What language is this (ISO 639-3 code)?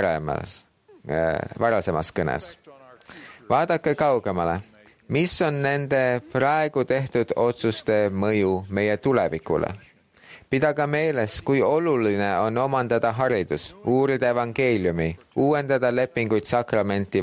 est